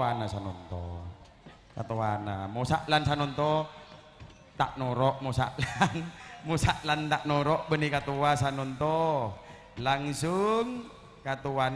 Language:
Madurese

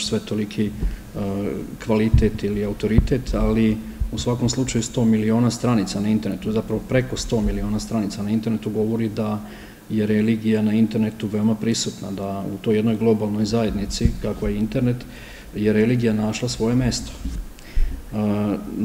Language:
Serbian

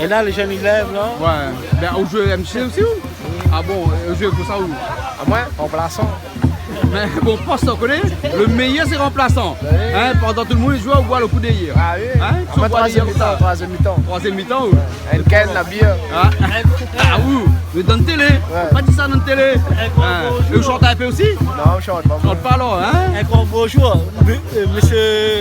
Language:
Réunion Creole French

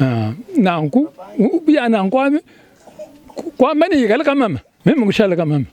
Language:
Luba-Lulua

